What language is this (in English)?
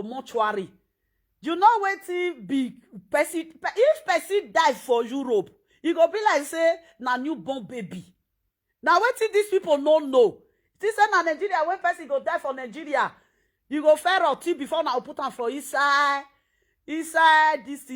Nigerian Pidgin